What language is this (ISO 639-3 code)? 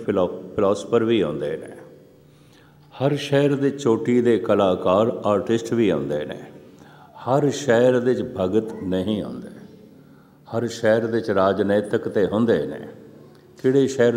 pan